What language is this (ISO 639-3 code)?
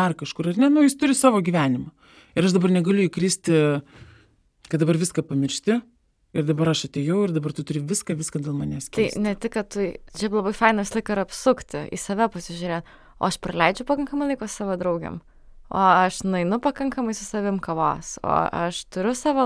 lit